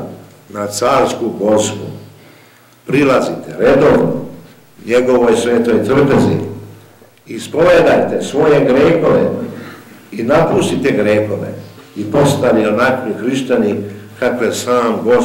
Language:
Serbian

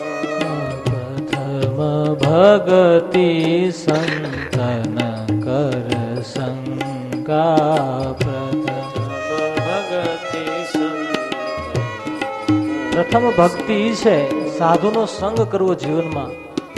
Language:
Gujarati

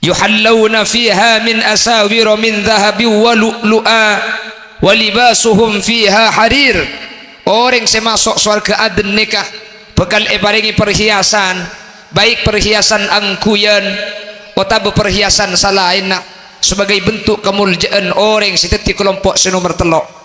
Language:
Madurese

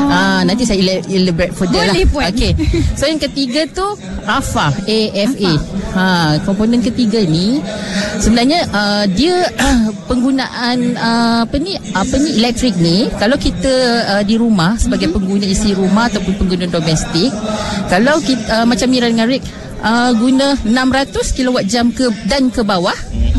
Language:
Malay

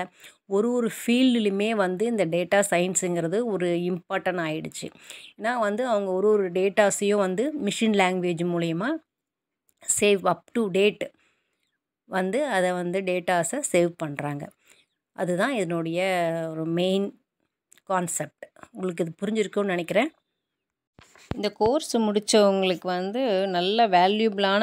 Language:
Tamil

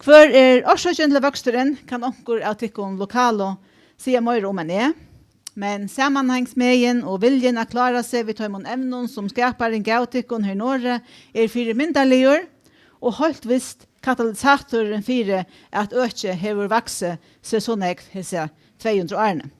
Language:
Faroese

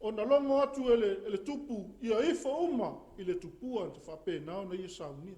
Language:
Samoan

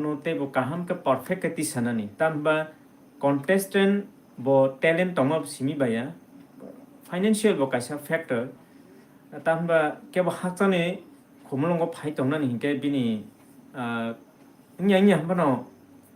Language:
Kok Borok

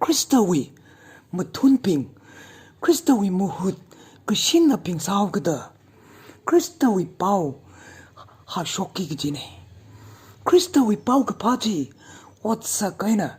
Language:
Tangkhul Naga (India)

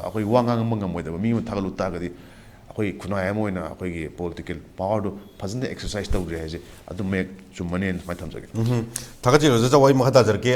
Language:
Manipuri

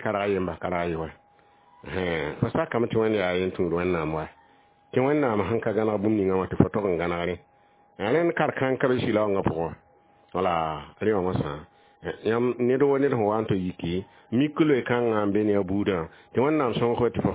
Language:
Mossi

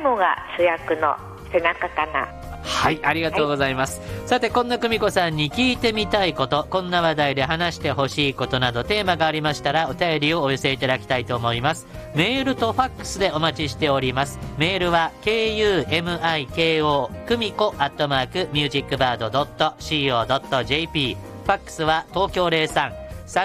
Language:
Japanese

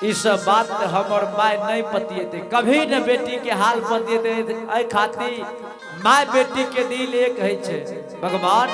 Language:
Angika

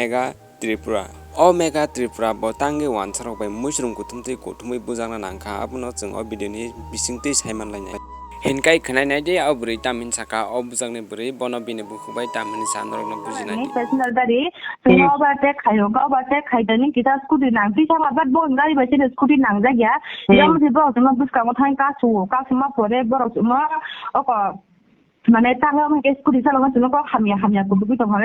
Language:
Kok Borok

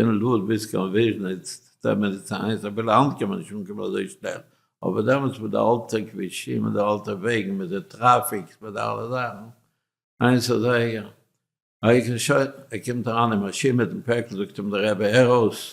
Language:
Yiddish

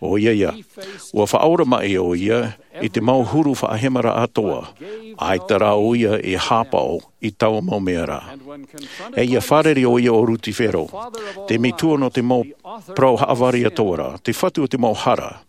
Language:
Tahitian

